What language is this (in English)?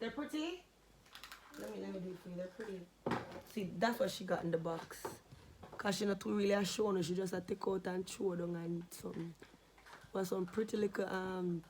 Jamaican Creole English